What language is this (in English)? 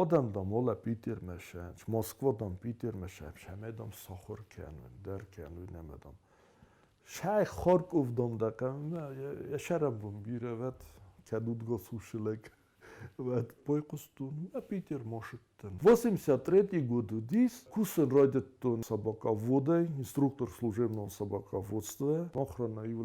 Ossetic